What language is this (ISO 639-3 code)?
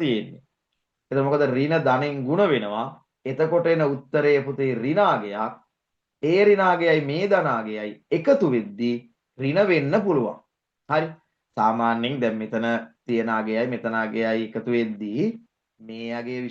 sin